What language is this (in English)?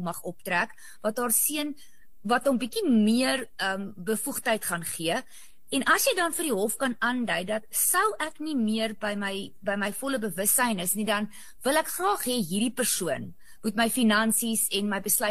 Afrikaans